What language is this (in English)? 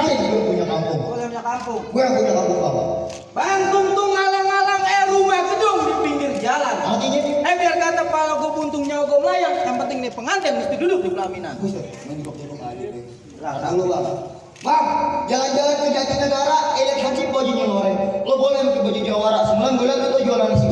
Betawi